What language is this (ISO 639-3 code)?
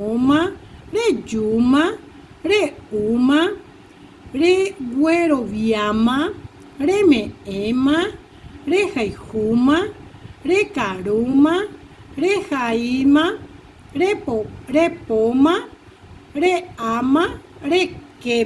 grn